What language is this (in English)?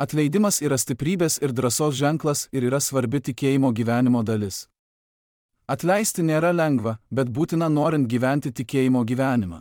Lithuanian